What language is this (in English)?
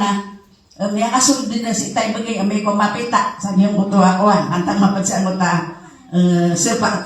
Maranao